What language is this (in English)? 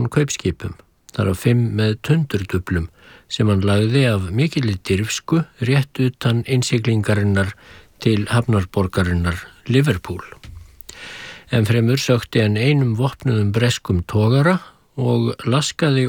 Icelandic